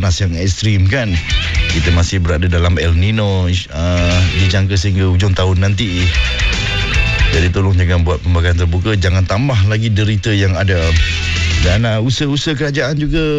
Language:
Malay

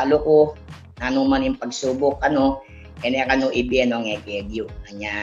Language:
Pampanga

